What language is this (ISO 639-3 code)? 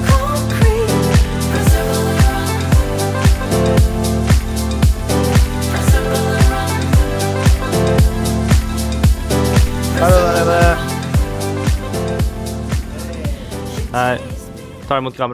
nor